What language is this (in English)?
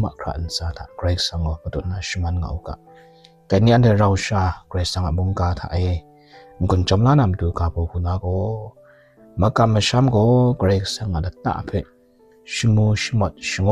Kachin